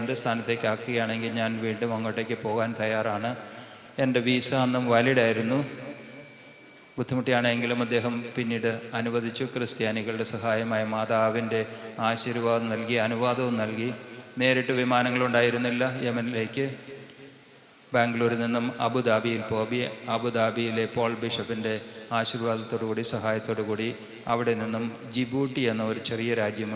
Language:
Malayalam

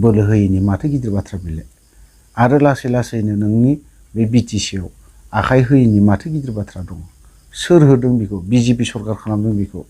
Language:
Bodo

